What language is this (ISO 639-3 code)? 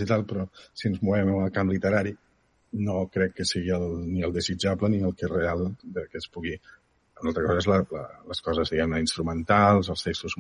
cat